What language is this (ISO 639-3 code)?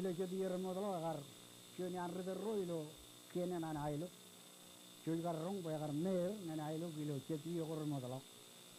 mah